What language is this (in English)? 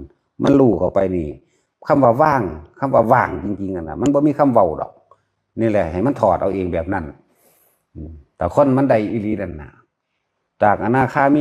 Northeastern Thai